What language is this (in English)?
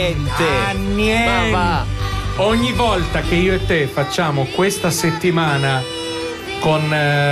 Italian